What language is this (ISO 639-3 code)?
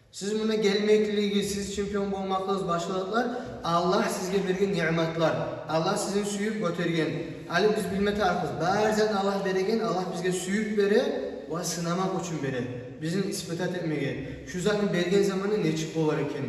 kum